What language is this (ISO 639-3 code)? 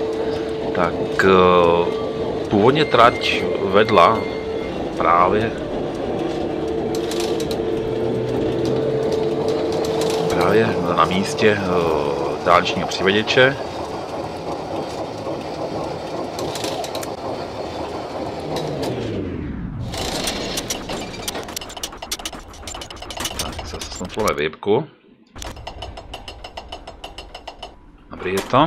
ces